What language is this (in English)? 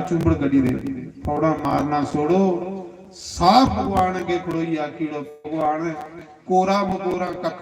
Dogri